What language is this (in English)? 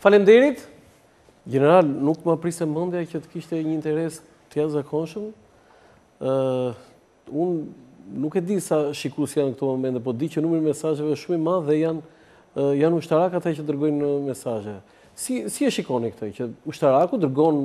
Albanian